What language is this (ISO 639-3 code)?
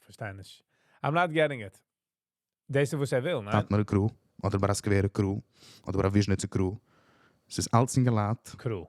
yid